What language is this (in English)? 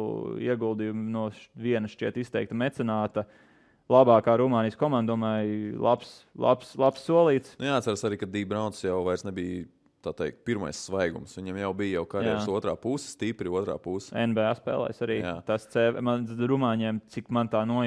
Latvian